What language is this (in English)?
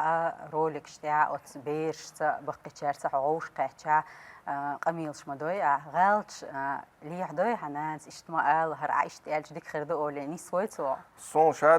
Chechen